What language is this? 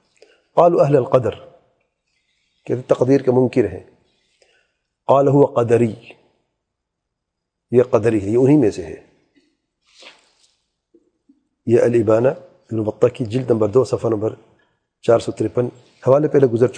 Urdu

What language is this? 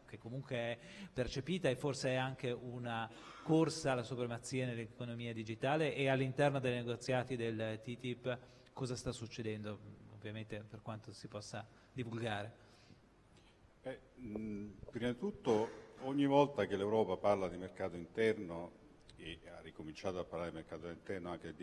Italian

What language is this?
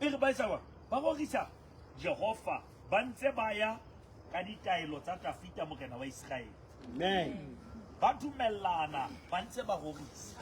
Southern Sotho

